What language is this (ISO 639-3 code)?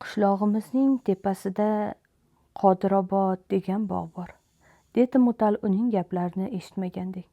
uzb